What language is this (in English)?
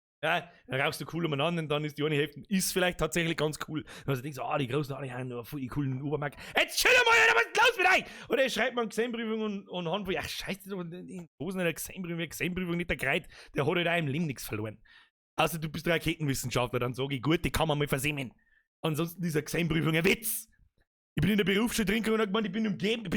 Bavarian